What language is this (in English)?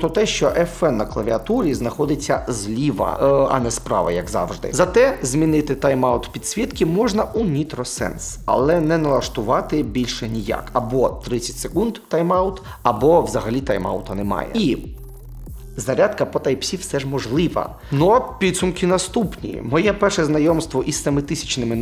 Ukrainian